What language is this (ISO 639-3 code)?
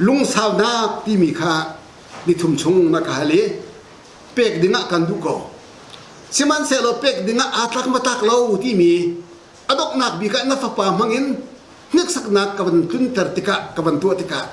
cnh